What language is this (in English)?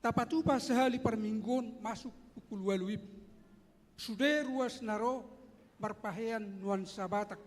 Batak Toba